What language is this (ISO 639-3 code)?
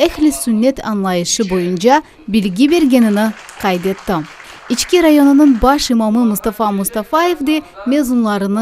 crh